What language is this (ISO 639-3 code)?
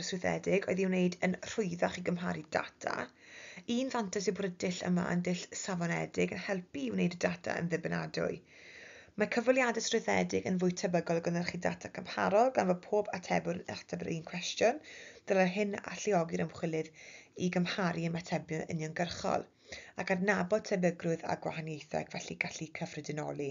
cym